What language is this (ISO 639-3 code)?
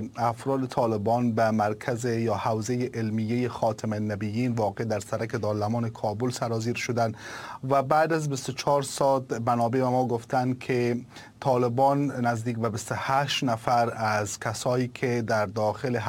fas